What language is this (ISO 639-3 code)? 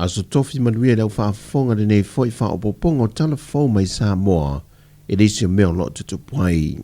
smo